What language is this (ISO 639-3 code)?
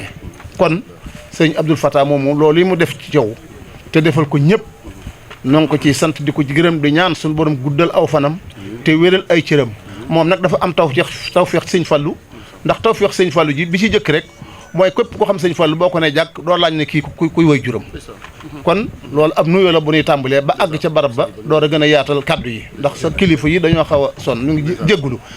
wol